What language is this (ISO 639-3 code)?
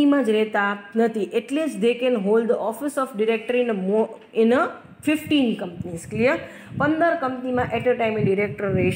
guj